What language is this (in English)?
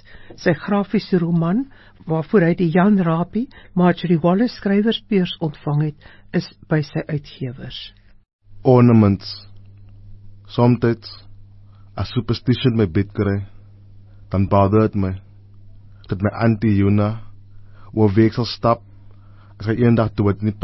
Afrikaans